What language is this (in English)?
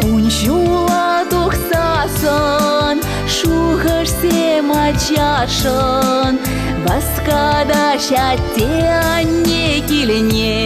Chuvash